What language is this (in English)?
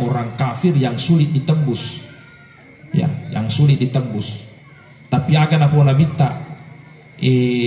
Buginese